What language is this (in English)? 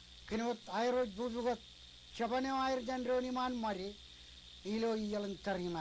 Marshallese